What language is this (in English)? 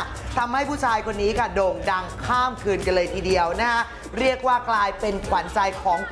Thai